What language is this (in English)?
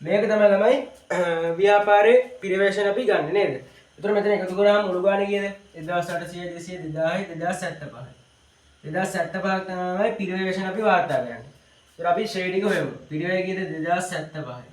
Sinhala